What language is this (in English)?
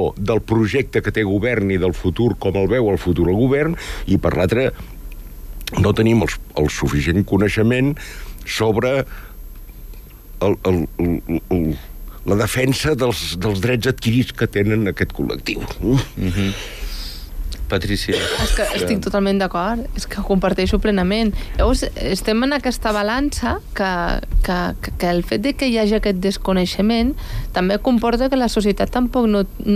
Catalan